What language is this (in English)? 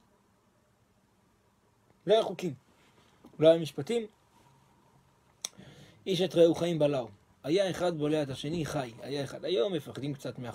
Hebrew